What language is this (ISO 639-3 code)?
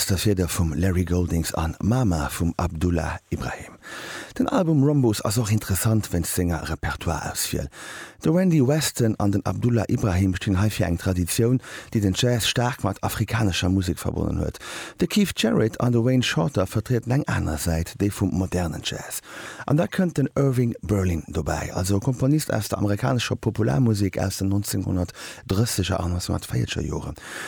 ltz